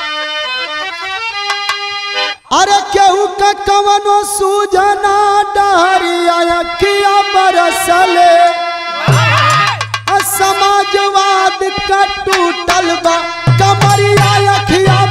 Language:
Bhojpuri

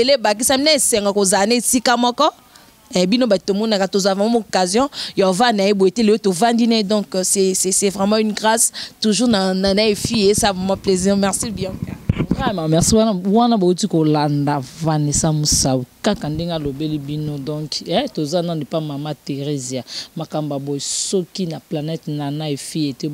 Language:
Lingala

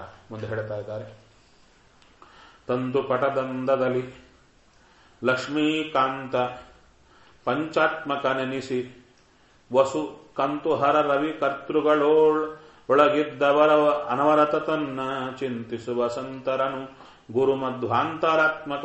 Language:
Kannada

